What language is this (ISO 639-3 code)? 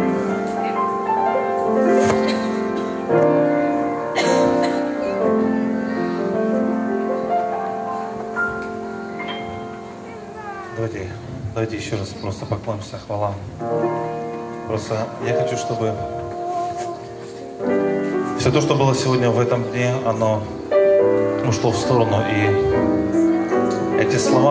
rus